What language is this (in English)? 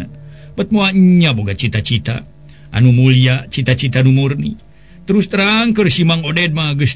Sundanese